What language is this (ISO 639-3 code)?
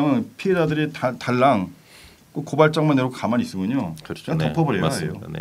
kor